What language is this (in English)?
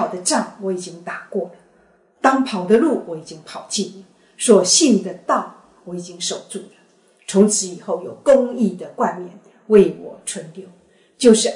Chinese